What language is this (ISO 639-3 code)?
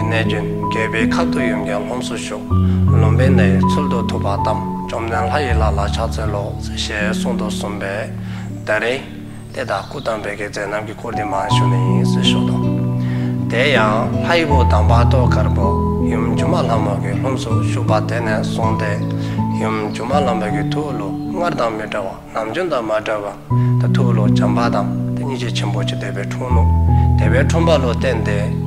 dzo